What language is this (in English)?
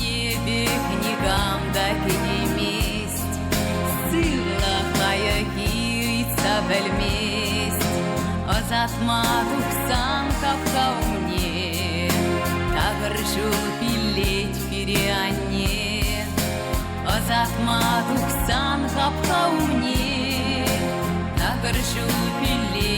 Chuvash